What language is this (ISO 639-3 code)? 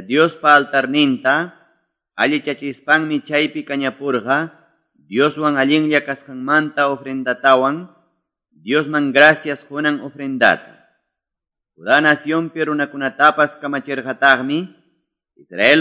que